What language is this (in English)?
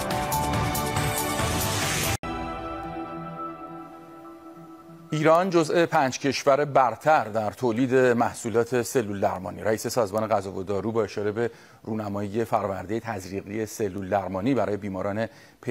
Persian